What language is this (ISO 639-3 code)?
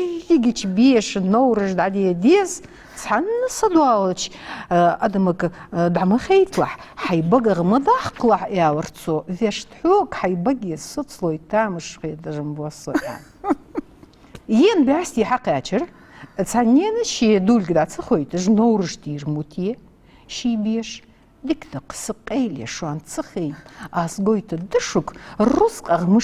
inh